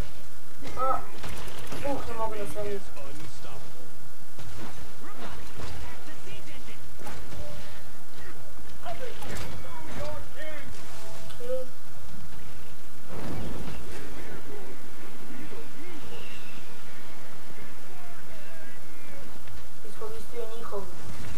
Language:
Serbian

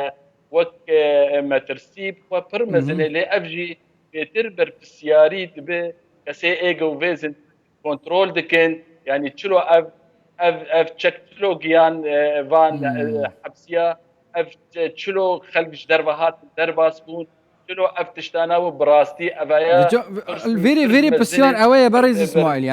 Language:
Kurdish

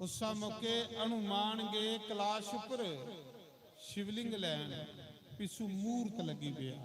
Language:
Dogri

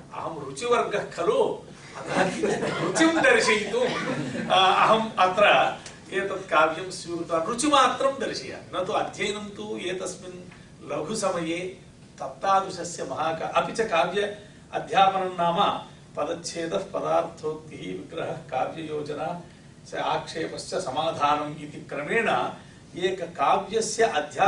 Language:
Sanskrit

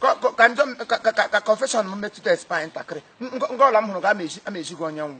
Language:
Igbo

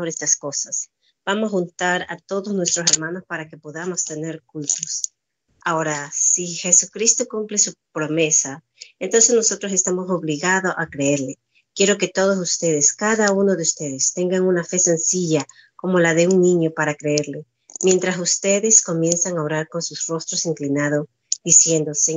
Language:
Spanish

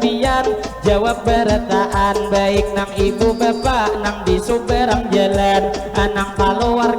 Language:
Banjar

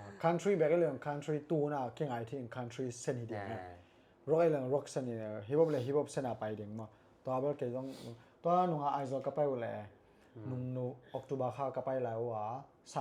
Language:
Tedim Chin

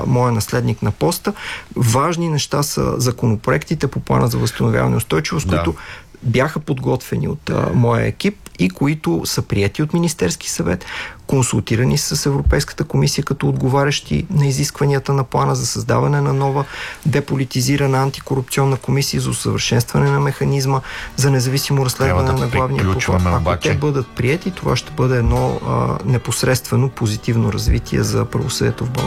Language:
Bulgarian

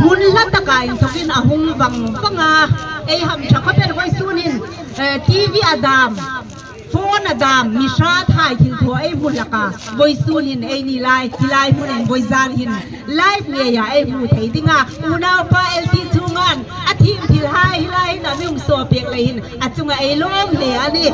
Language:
Hmar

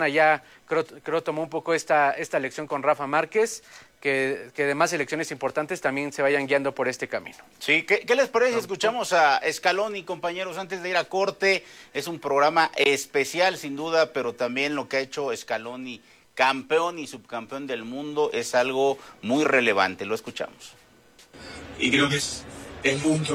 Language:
Spanish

